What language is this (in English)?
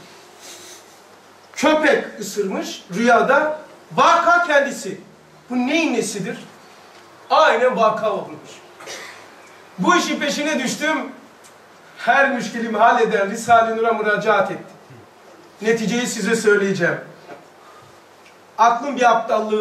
Turkish